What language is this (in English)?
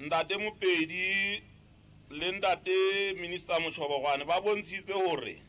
Southern Sotho